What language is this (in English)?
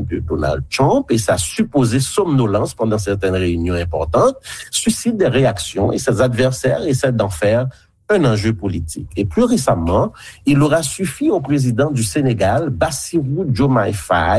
French